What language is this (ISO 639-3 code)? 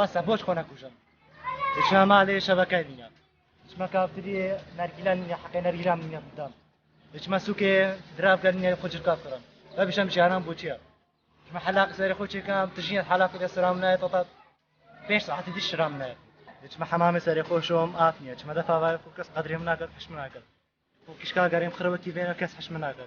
kur